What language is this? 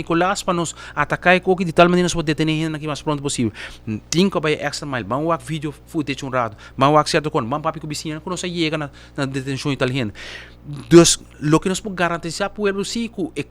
Papiamento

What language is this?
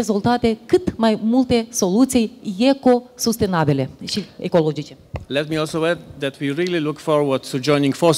Romanian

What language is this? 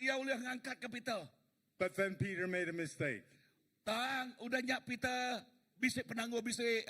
Iban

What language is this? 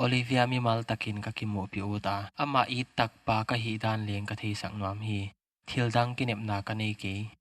Paite Chin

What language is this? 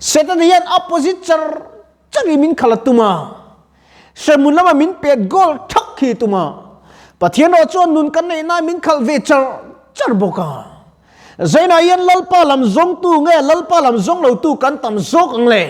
Mizo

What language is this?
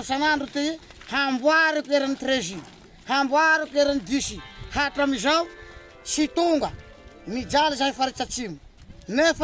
Malagasy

